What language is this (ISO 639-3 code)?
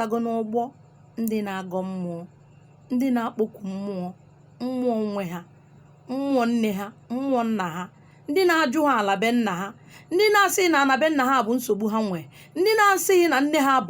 ibo